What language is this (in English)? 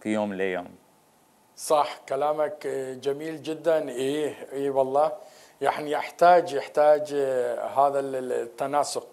Mesopotamian Arabic